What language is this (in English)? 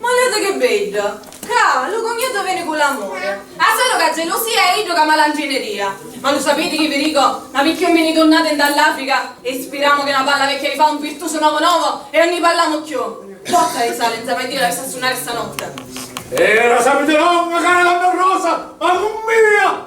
Sicilian